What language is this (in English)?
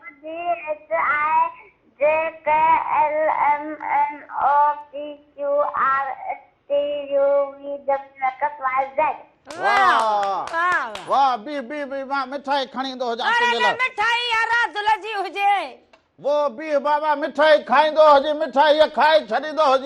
Sindhi